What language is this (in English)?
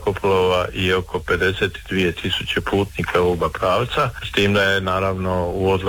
Croatian